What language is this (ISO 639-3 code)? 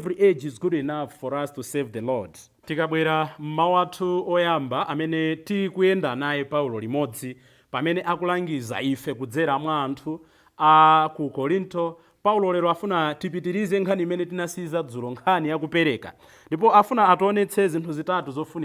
nya